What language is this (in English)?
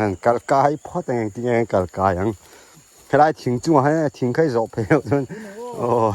Mizo